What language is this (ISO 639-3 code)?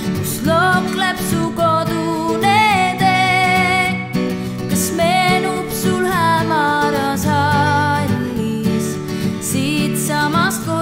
est